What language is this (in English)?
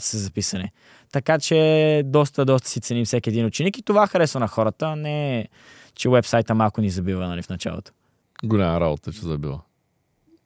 Bulgarian